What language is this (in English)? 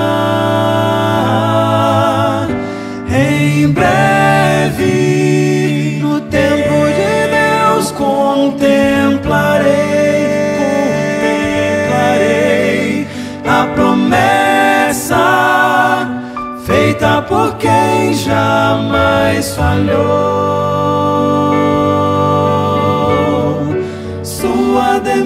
Portuguese